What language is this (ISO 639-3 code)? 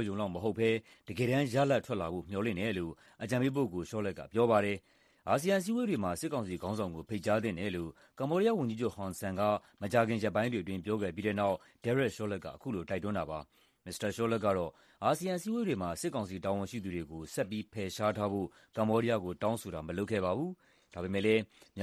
mya